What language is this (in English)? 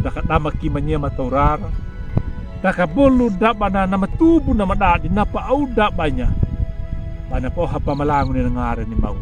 Anakalangu